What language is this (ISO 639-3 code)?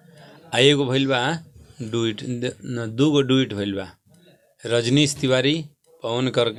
bho